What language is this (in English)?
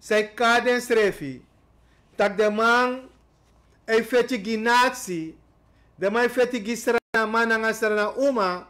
Sranan Tongo